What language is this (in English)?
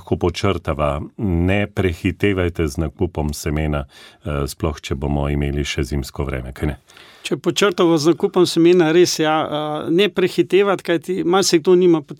Slovenian